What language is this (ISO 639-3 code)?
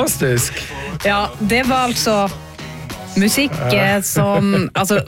nor